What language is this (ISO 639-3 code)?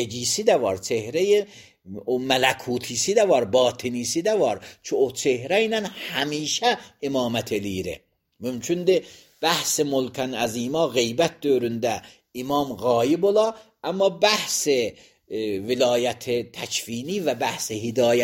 aze